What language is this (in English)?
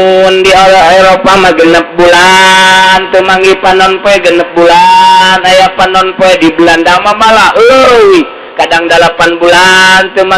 Sundanese